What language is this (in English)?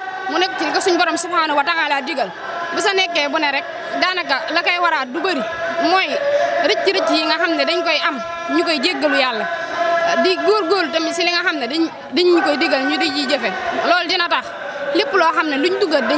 Wolof